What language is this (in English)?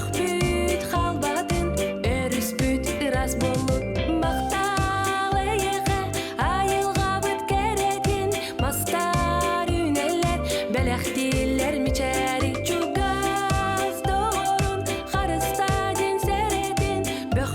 Yakut